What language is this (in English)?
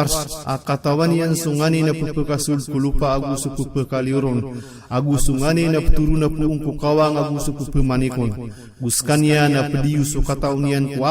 Maranao